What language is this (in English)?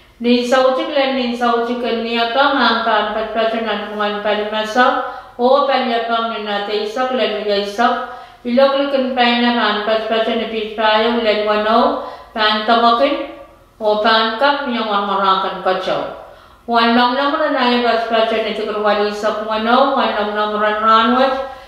Pohnpeian